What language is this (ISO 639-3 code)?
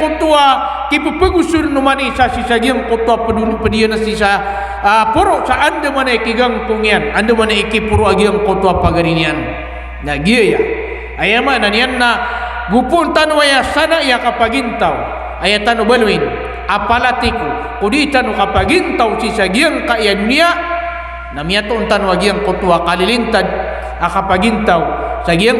mrw